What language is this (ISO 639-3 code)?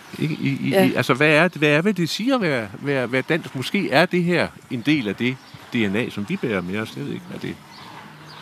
dan